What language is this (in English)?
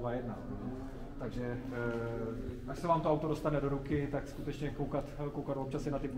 Czech